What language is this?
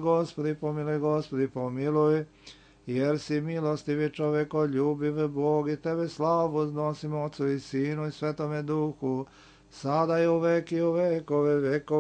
Serbian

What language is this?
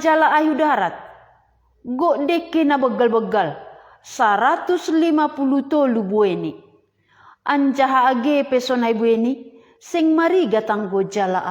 Batak Simalungun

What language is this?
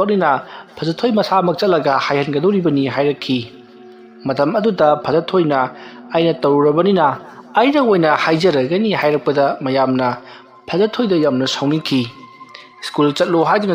Manipuri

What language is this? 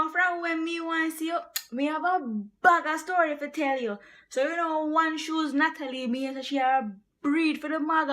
Jamaican Creole English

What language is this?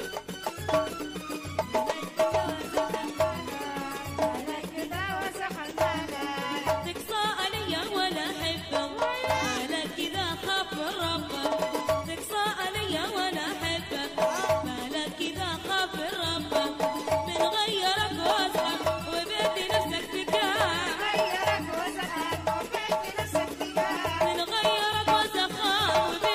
Arabic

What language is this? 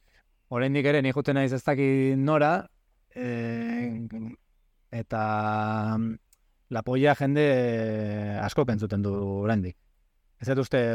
Basque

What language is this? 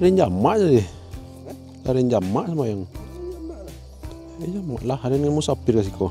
Minangkabau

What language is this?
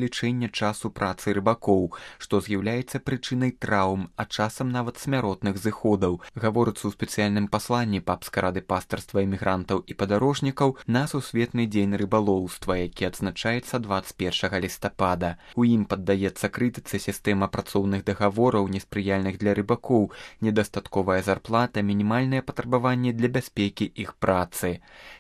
Belarusian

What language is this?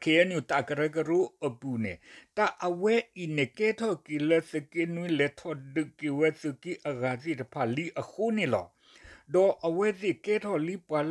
S'gaw Karen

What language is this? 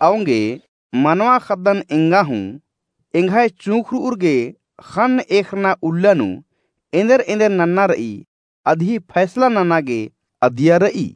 Kurukh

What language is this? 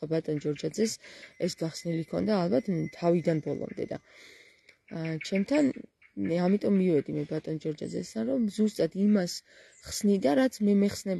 Georgian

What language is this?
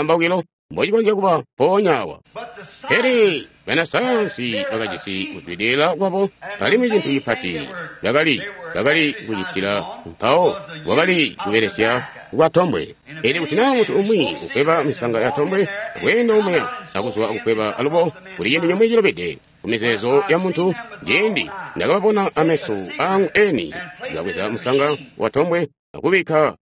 Tonga (Zambia)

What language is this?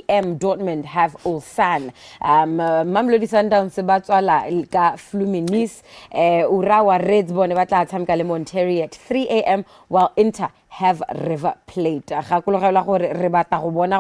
Tswana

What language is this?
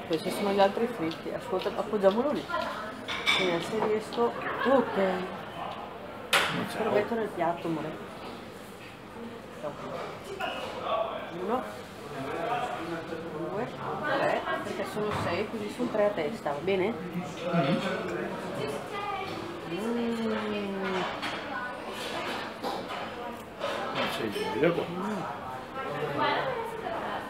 Italian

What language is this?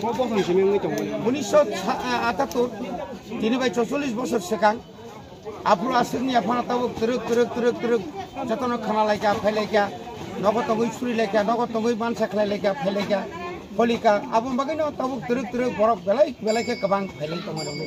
Kok Borok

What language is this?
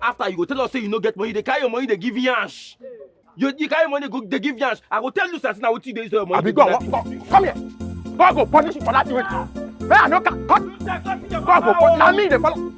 Nigerian Pidgin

